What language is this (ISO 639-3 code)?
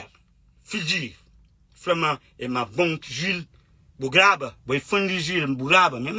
kea